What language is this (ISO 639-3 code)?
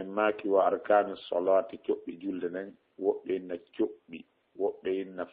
ful